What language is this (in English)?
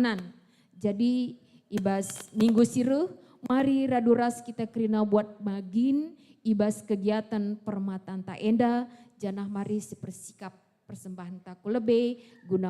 Batak Karo